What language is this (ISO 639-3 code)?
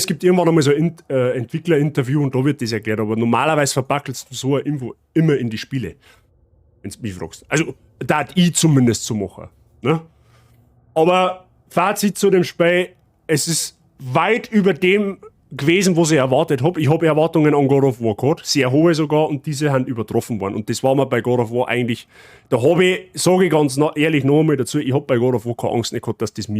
bar